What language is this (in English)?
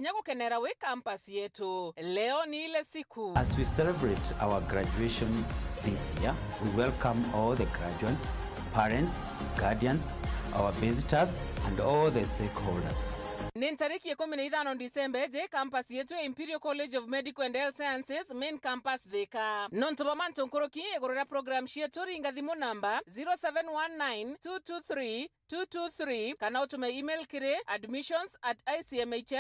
Meru